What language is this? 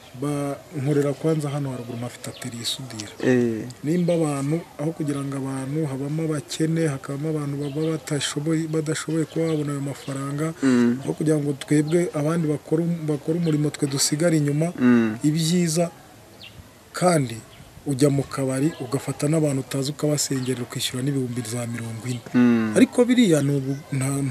Kinyarwanda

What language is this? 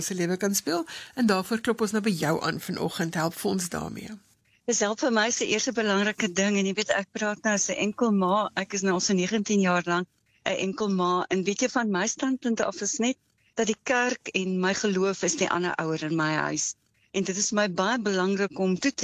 Afrikaans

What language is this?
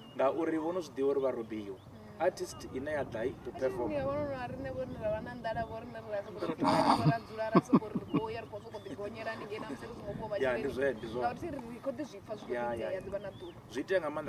Venda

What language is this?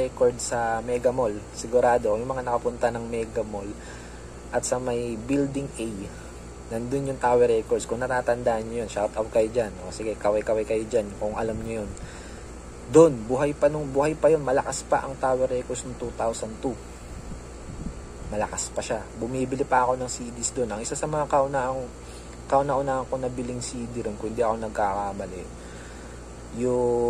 Filipino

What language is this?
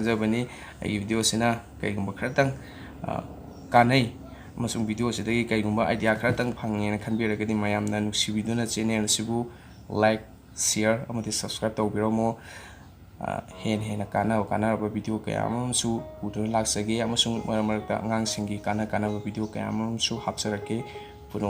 Manipuri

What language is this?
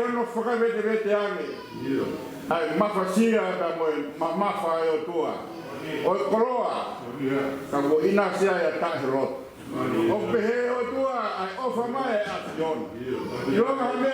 Tongan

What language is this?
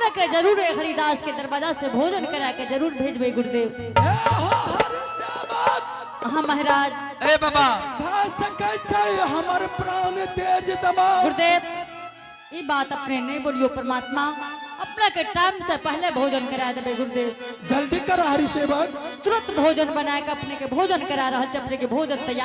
Angika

